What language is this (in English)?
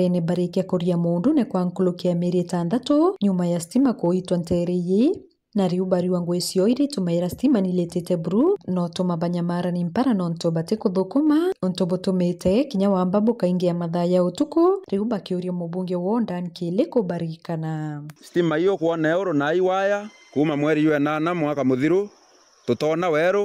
Meru